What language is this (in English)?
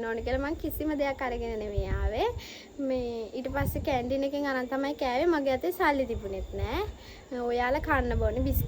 Sinhala